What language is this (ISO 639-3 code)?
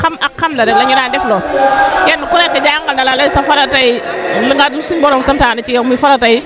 wol